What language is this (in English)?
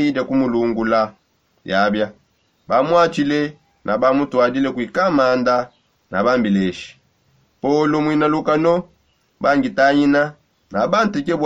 Songe